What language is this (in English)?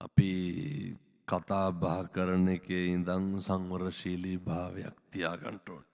Sinhala